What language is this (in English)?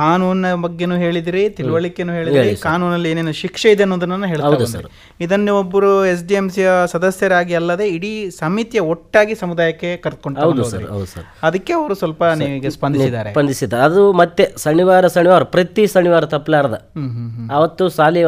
Kannada